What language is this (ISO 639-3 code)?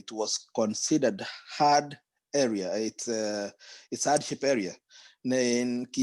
kln